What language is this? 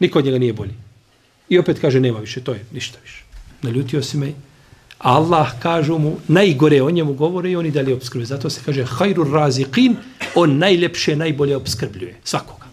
Bosnian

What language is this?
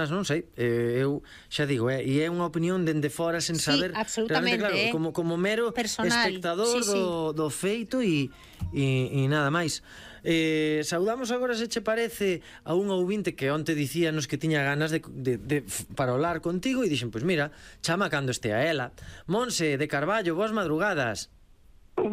Galician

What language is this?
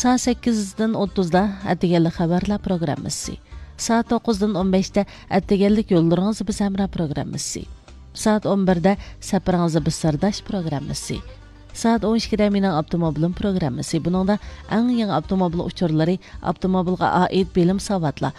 Uyghur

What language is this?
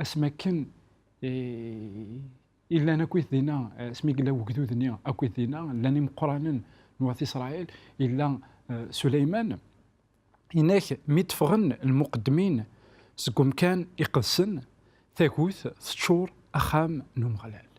Kabyle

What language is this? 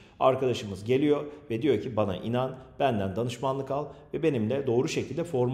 Turkish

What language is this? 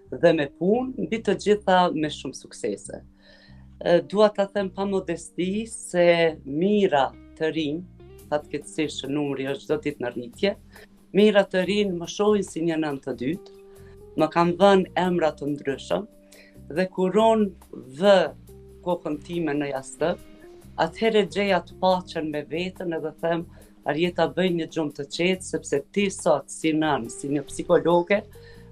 Albanian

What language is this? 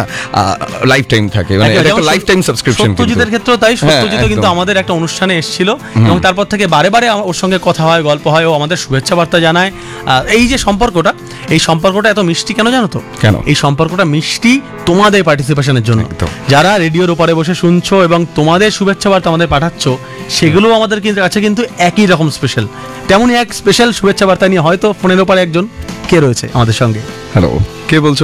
Bangla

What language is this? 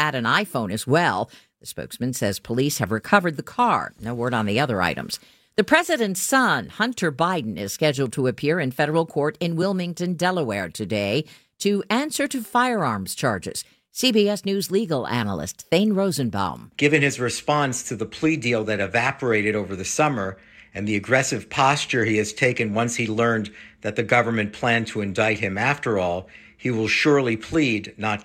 English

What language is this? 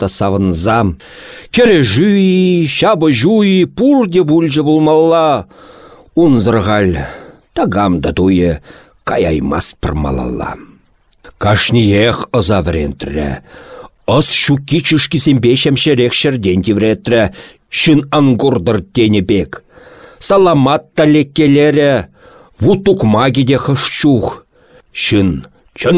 Chuvash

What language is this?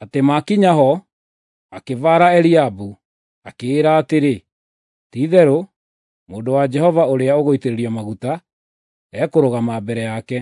Kikuyu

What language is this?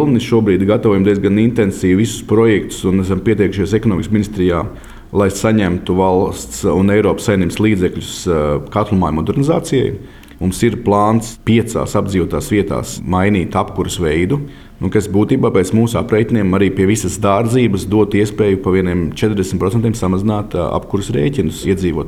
Latvian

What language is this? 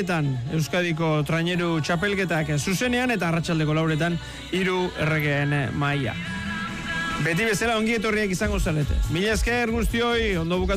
Basque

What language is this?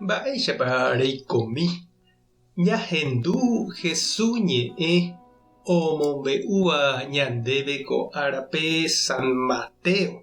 Guarani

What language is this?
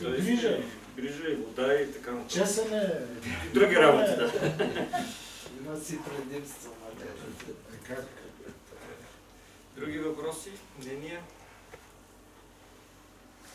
Bulgarian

